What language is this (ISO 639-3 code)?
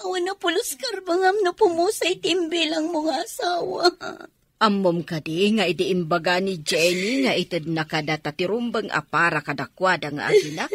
ilo